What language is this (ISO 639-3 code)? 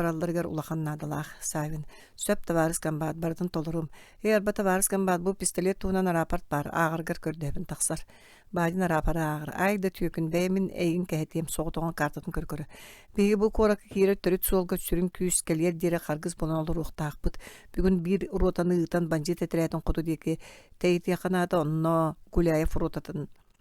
sah